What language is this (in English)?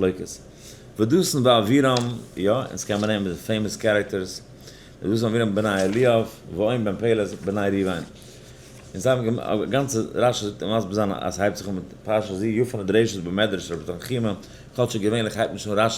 Yiddish